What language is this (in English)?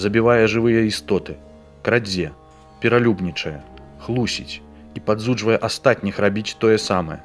Belarusian